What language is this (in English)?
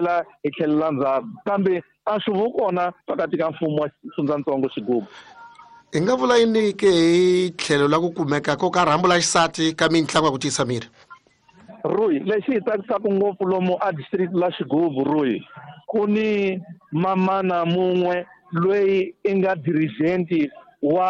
Tsonga